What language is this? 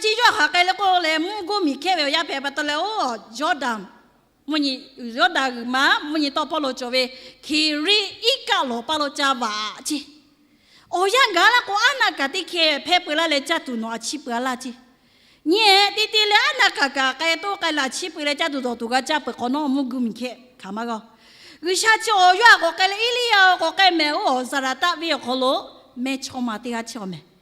Lahu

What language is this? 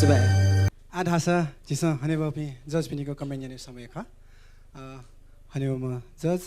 Newari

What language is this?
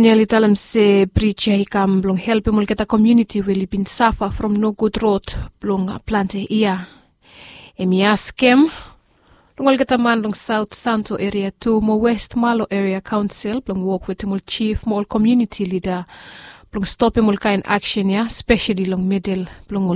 Bislama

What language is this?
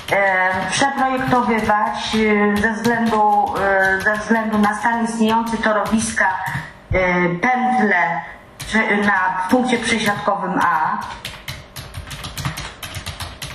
Polish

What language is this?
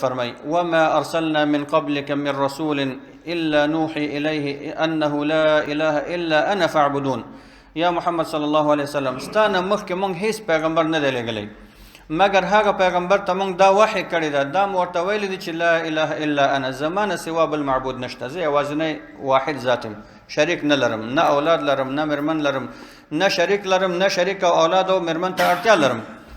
Pashto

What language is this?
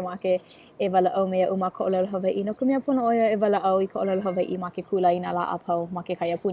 Hawaiian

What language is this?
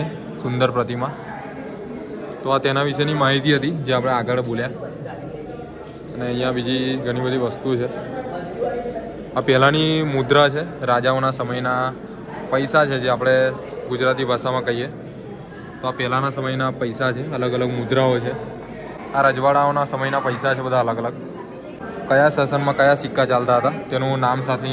Gujarati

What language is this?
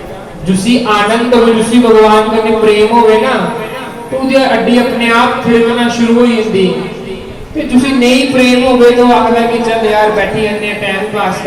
Dogri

